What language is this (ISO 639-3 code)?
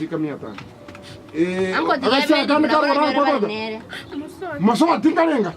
guz